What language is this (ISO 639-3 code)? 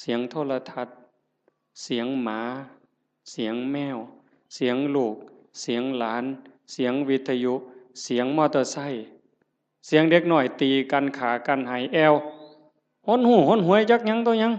tts